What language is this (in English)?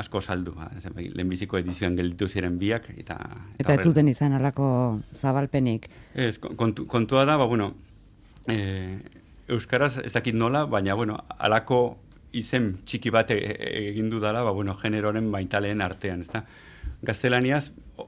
Basque